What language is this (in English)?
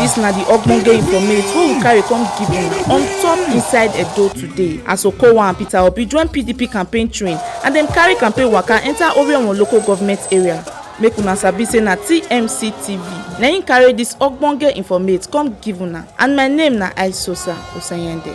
Nigerian Pidgin